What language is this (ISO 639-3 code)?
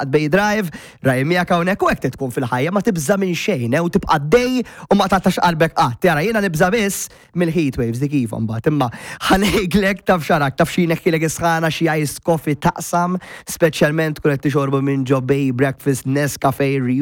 mlt